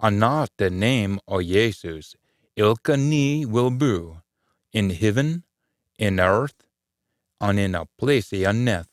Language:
Scots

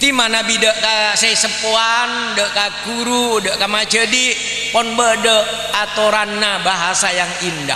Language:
Madurese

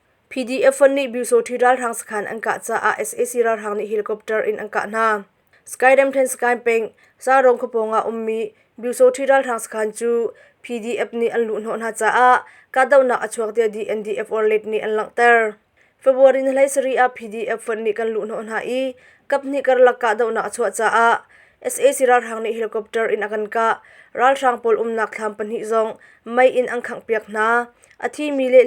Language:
Hakha Chin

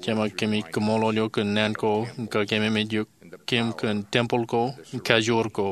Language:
Marshallese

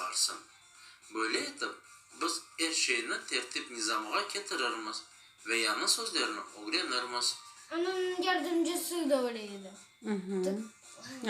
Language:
Crimean Tatar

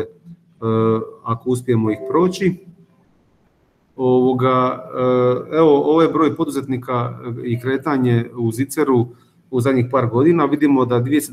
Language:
Croatian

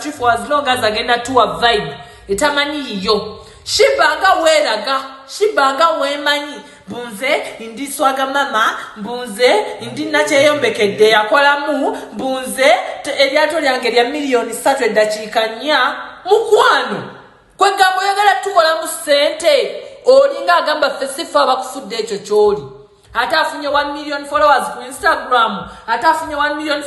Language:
Ganda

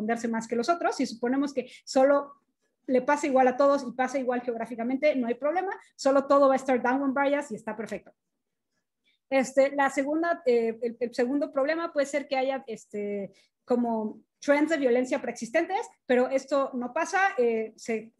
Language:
Spanish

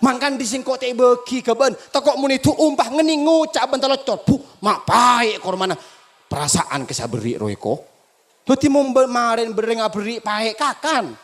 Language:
Madurese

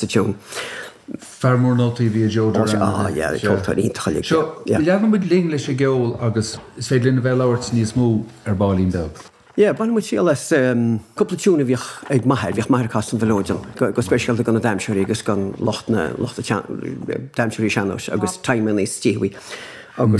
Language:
Irish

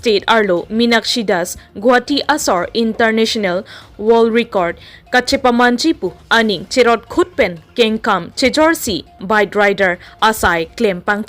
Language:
Karbi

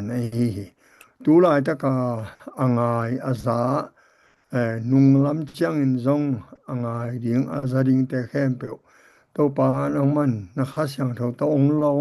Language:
Tedim Chin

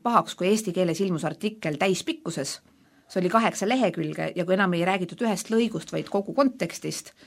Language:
Estonian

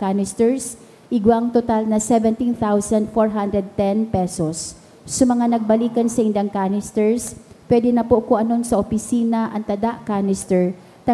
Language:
Bikol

